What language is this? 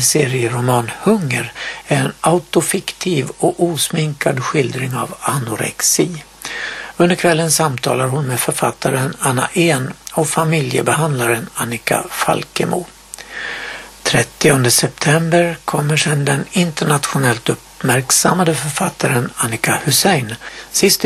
Swedish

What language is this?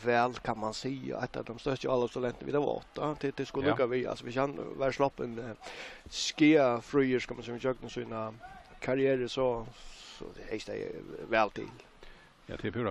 Faroese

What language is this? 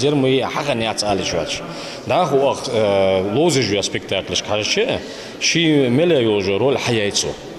Ingush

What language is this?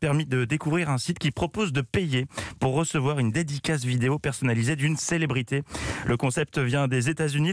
French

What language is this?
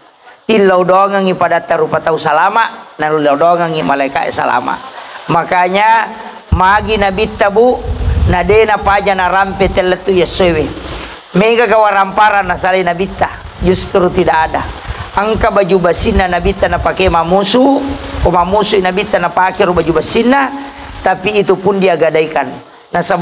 Buginese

